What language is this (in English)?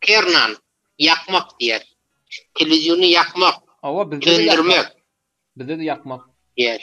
Turkmen